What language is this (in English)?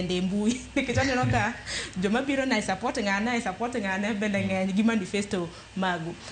Luo (Kenya and Tanzania)